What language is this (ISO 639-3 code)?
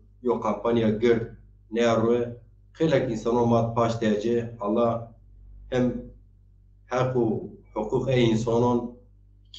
zza